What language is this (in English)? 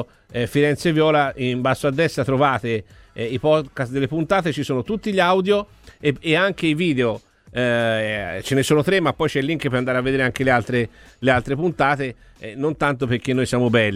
Italian